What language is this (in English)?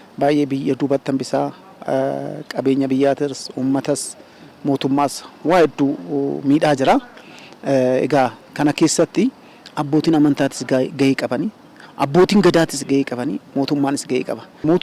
Oromo